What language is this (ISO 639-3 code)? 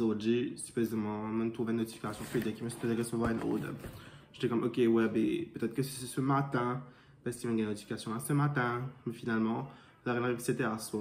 mfe